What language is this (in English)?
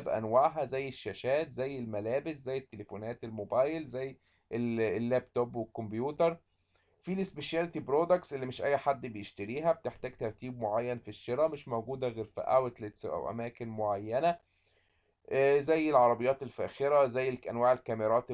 Egyptian Arabic